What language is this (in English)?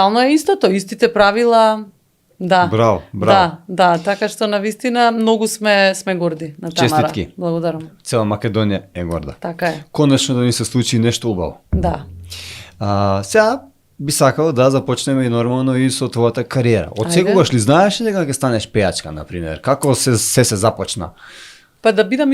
Macedonian